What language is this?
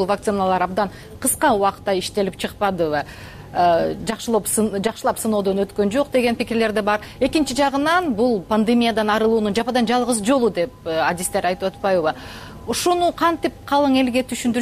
Kyrgyz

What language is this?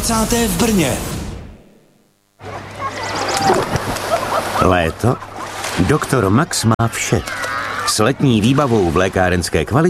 Czech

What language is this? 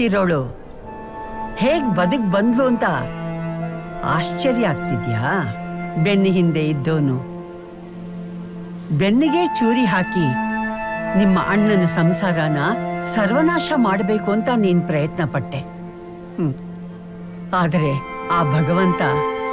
Kannada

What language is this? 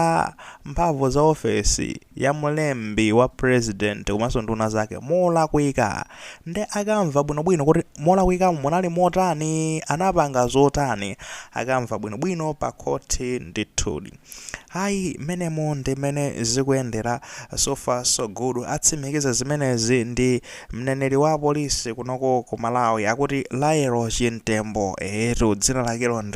Nyanja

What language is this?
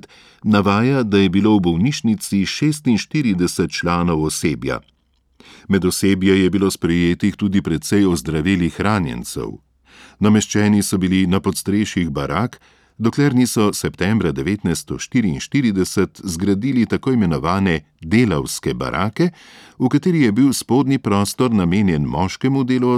Slovenian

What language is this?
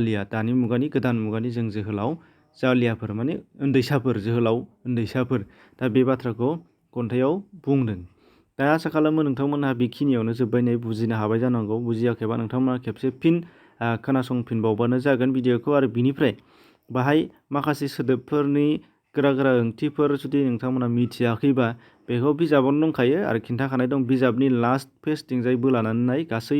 Bodo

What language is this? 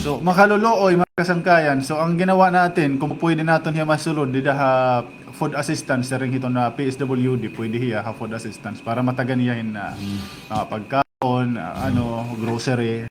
Waray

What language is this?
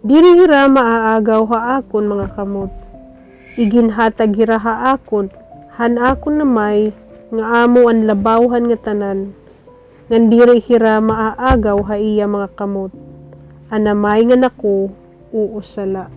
Waray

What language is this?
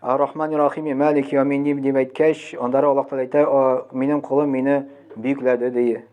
Tatar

